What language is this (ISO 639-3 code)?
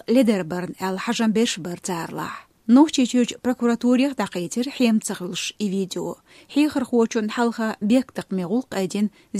che